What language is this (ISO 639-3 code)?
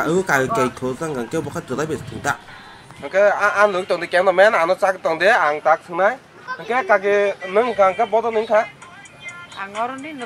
trp